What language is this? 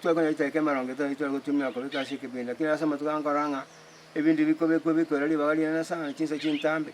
Gusii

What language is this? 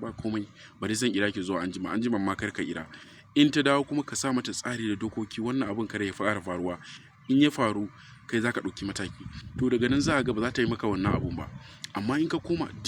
Hausa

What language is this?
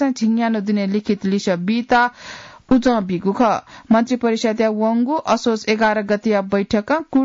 Newari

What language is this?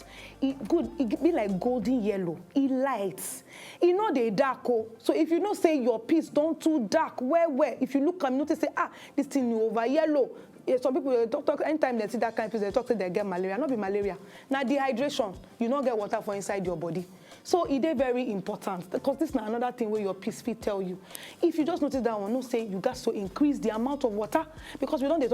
Nigerian Pidgin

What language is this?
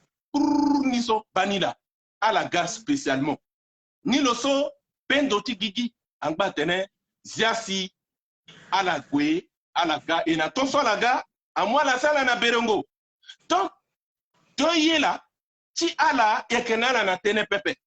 Sango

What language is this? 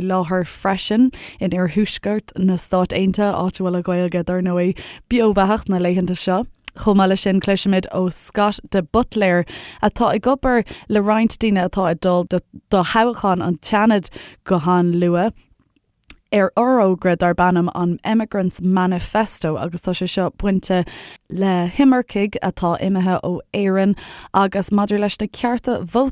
Irish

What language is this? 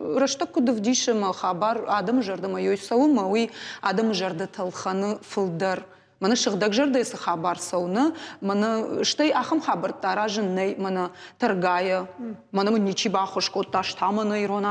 Ossetic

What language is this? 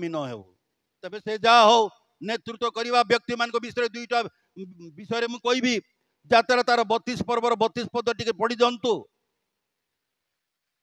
Odia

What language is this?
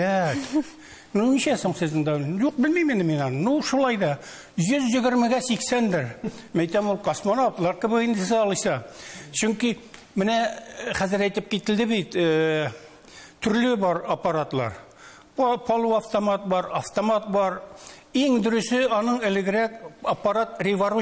Tatar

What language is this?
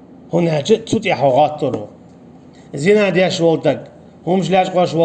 Chechen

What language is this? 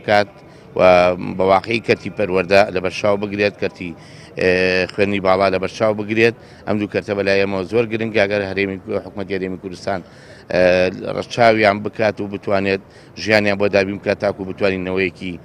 Central Kurdish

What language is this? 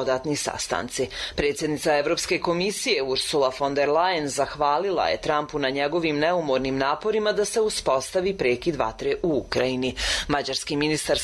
Croatian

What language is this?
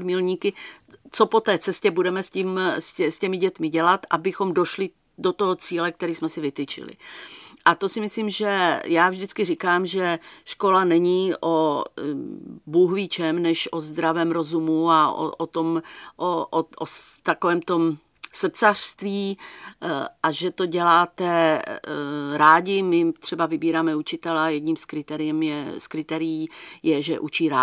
Czech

